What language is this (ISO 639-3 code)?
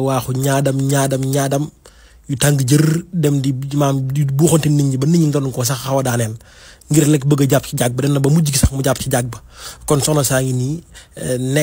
wol